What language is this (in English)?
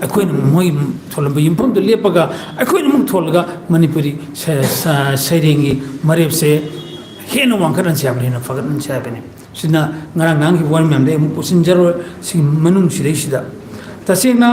Manipuri